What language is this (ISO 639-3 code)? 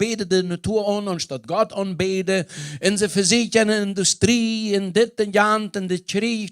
pdt